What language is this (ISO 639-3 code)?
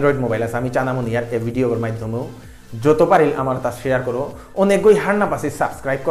bpy